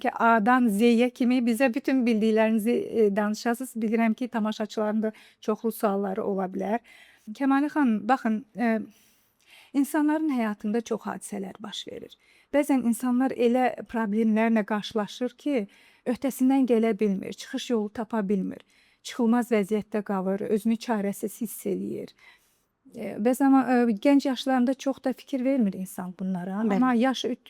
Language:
Azerbaijani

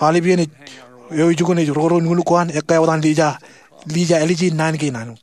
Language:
Marshallese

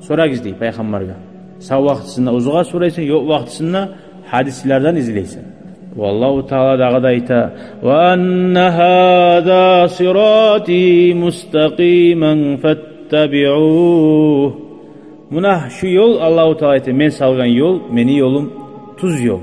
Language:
Kumyk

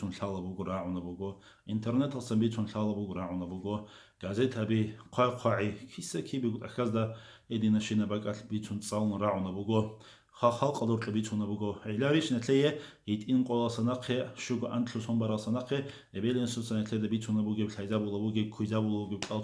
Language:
Avaric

